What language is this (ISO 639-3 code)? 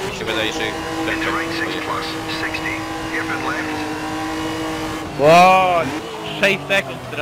pol